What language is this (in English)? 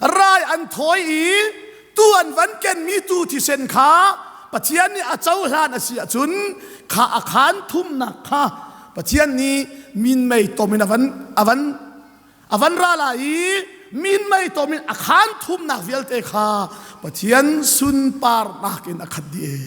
Hakha Chin